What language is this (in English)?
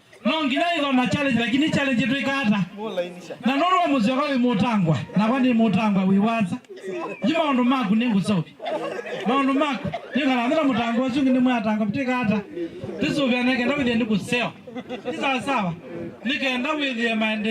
Kamba